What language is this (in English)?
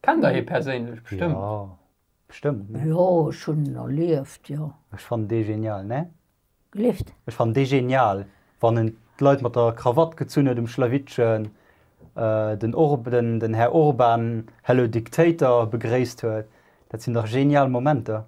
Luxembourgish